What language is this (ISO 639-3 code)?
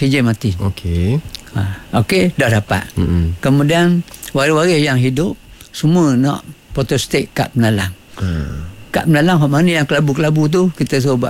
msa